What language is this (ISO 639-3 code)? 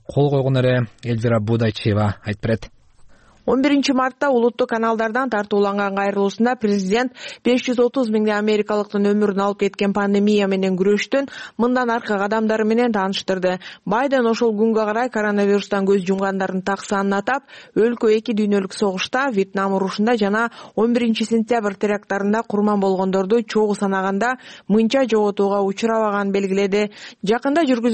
kir